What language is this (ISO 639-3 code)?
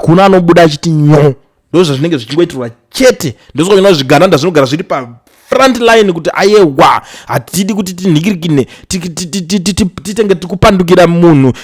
sna